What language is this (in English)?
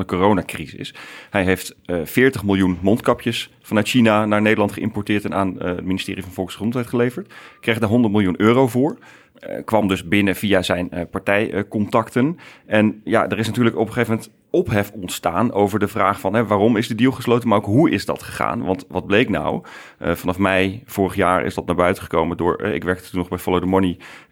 Dutch